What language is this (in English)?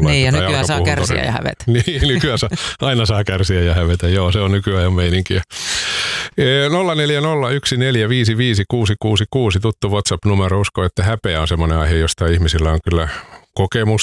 Finnish